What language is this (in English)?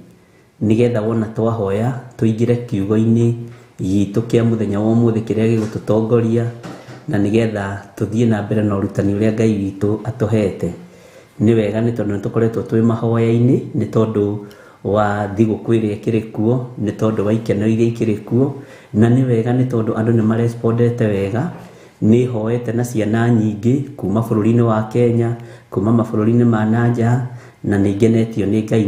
Kikuyu